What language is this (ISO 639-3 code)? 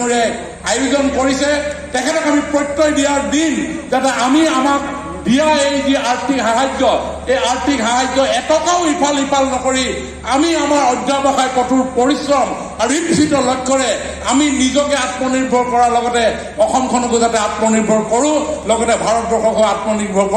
asm